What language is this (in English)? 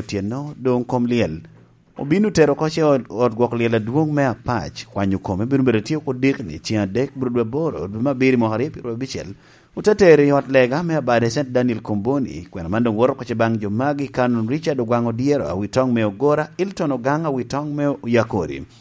Lango (Uganda)